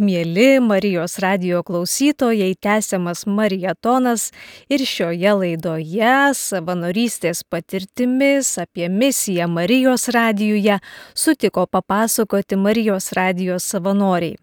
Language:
Lithuanian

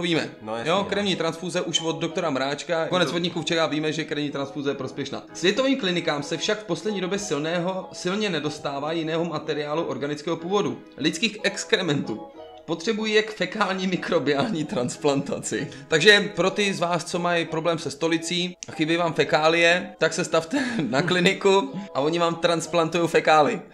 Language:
Czech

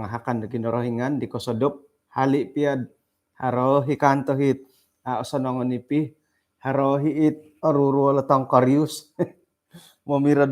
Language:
Central Dusun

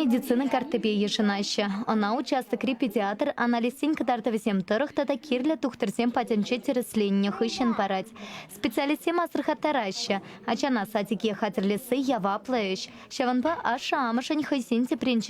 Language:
Chuvash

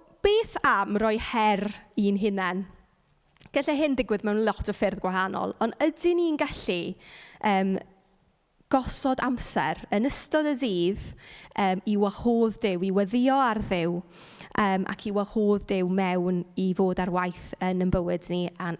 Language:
Welsh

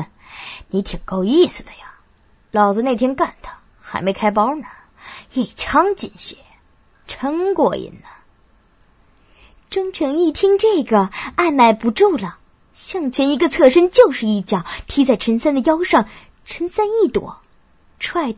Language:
Chinese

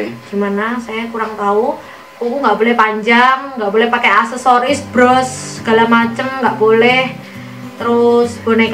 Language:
Indonesian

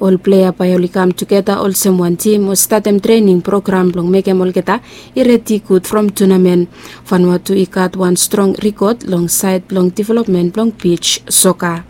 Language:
Bislama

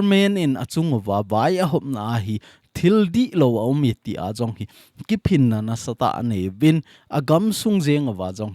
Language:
Thado Chin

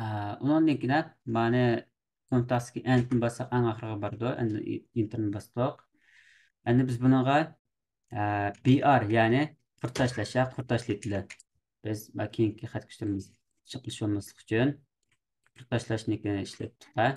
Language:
Uyghur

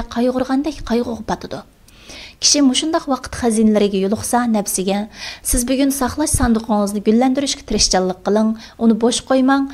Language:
Uyghur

